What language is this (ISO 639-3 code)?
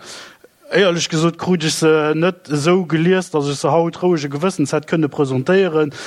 ltz